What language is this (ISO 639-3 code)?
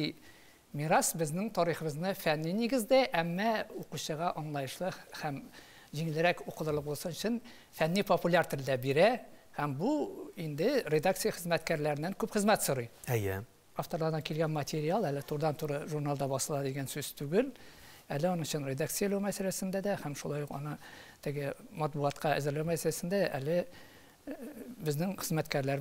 tat